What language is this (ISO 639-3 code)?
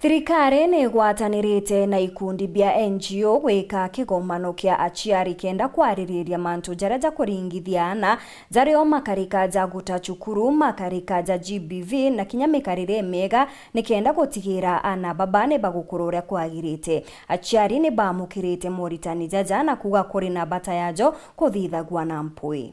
mer